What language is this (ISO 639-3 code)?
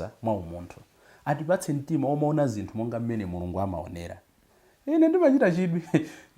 nya